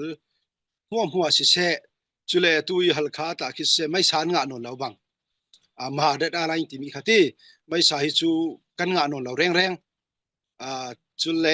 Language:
Falam Chin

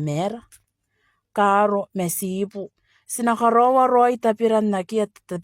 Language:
Gilbertese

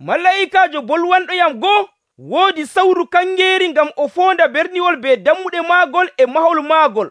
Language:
Nigerian Fulfulde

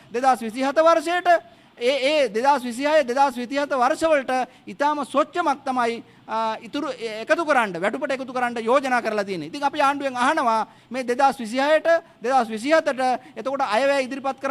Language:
Sinhala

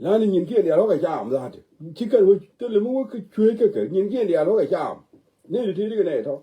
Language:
Nuer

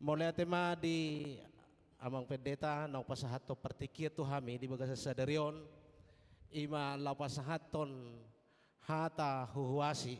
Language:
Batak Toba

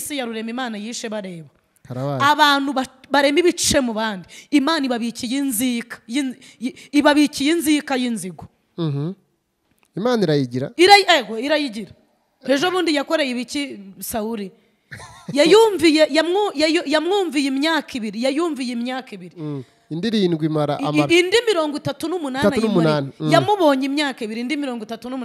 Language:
Kinyarwanda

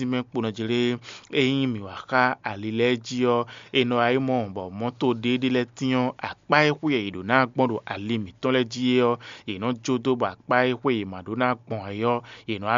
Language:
Fon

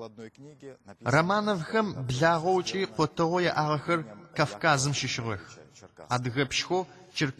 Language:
Adyghe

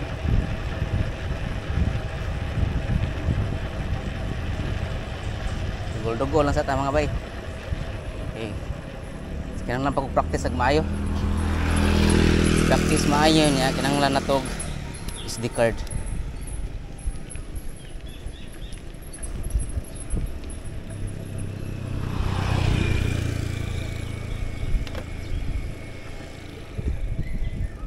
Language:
Cebuano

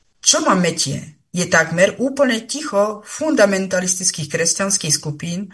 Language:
Slovak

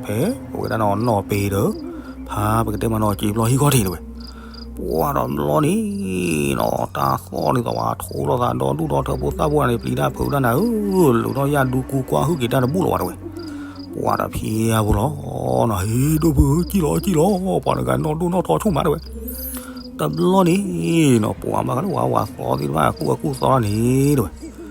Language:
S'gaw Karen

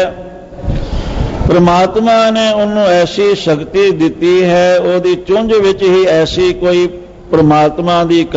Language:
Punjabi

